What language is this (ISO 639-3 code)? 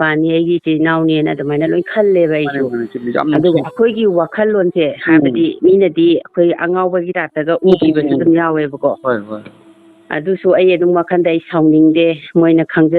mni